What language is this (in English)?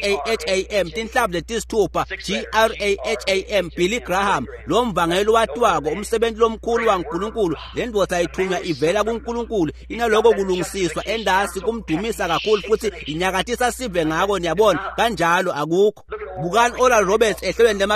Swati